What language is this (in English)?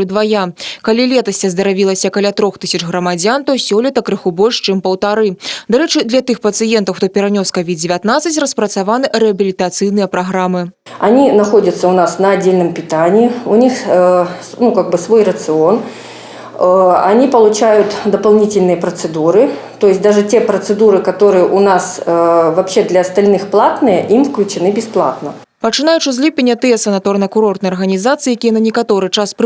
Belarusian